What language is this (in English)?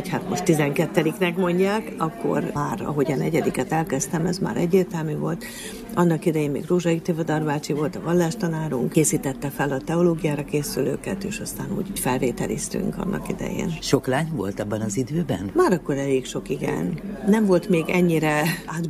Hungarian